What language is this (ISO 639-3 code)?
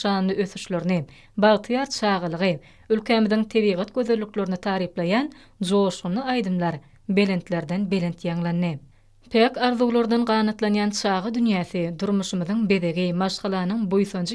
tuk